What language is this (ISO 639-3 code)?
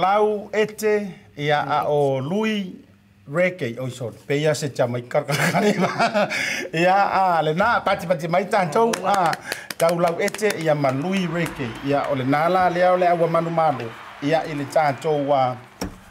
smo